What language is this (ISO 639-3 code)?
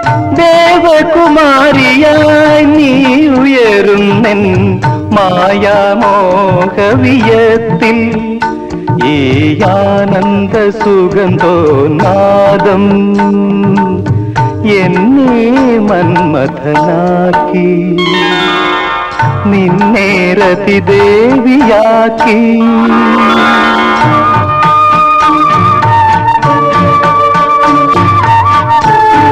mal